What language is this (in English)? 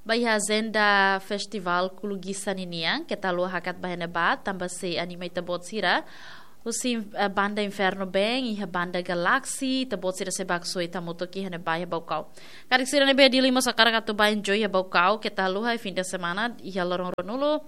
Tetum